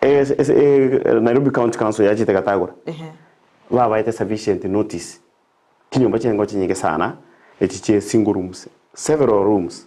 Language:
Gusii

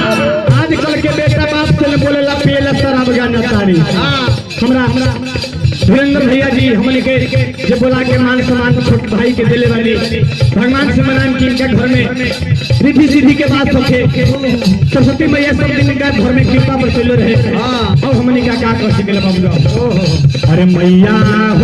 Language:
Magahi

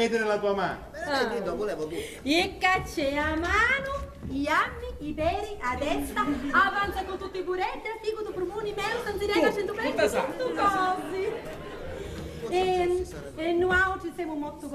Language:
Sicilian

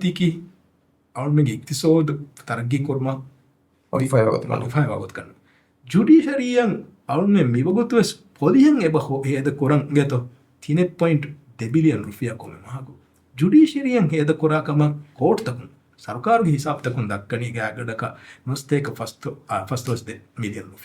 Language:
Divehi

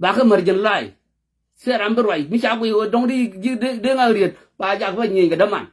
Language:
Nuer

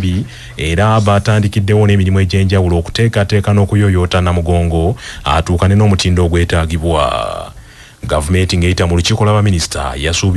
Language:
Ganda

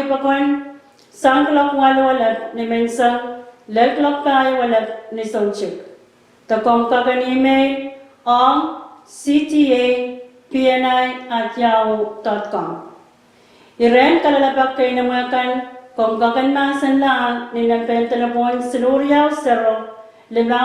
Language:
Pohnpeian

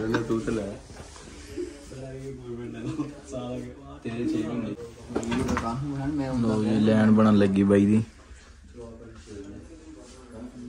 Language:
Punjabi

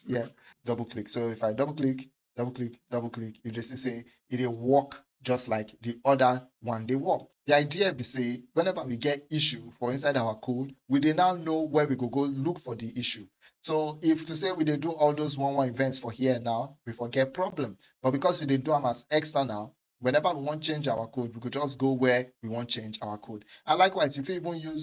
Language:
Nigerian Pidgin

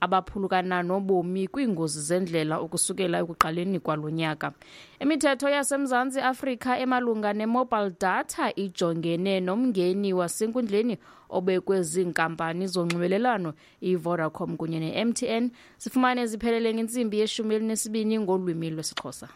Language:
Xhosa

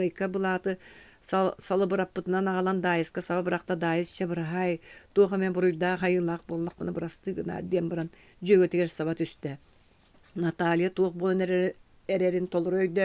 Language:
Yakut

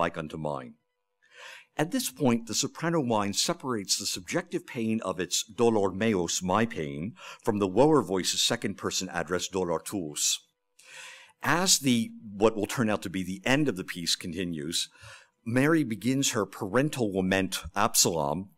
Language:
English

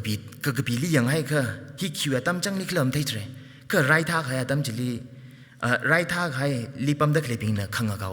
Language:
Tangkhul Naga (India)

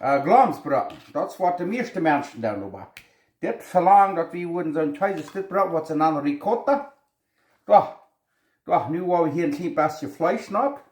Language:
Plautdietsch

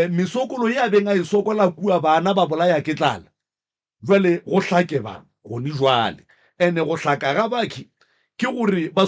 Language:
Northern Sotho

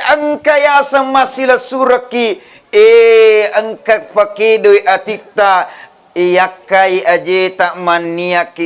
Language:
Buginese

